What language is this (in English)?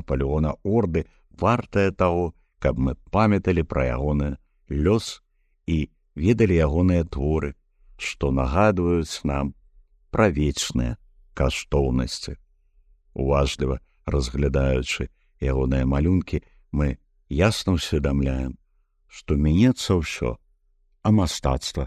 Belarusian